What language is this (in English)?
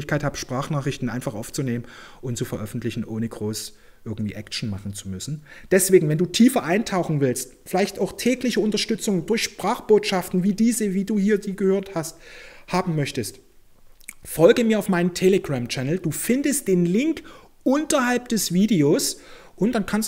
German